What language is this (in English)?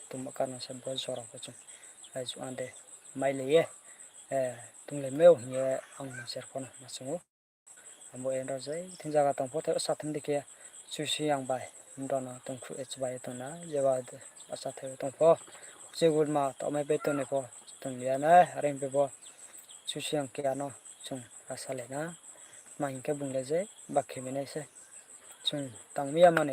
Riang (India)